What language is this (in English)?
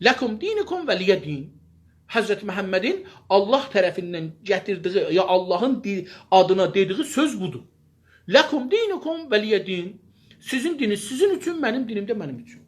South Azerbaijani